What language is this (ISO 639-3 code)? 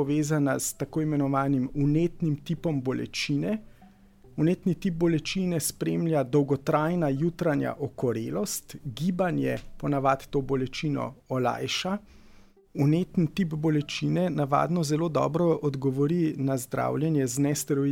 slv